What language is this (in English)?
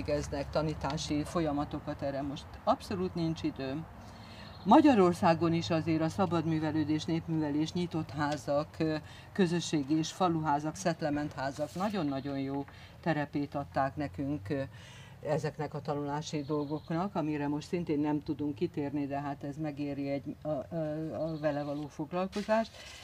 Hungarian